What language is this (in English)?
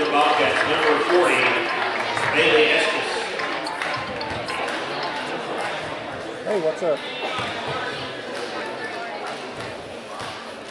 English